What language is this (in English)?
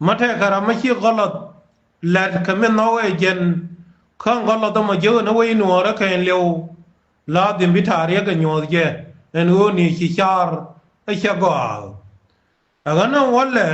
Nuer